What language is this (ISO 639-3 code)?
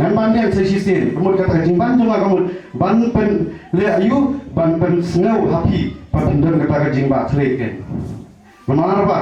kha